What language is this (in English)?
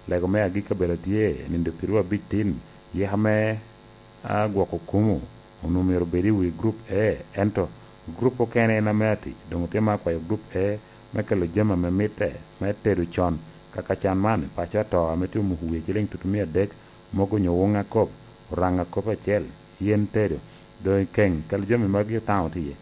Lango (Uganda)